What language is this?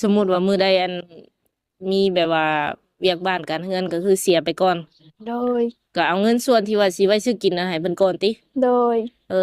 Lao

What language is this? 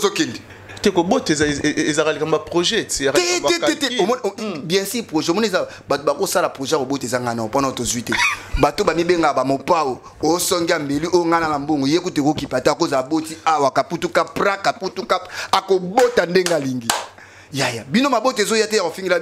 Lingala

